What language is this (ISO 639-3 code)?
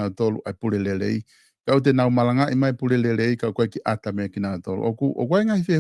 ton